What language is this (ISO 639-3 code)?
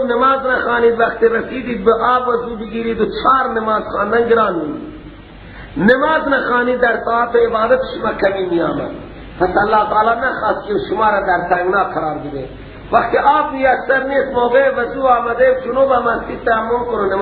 fas